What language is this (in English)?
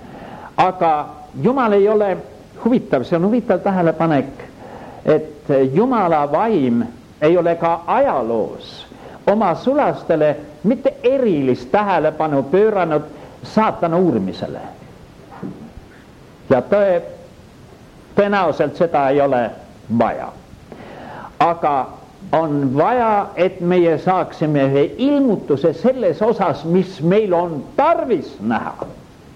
Estonian